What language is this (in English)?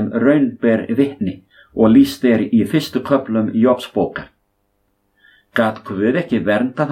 Icelandic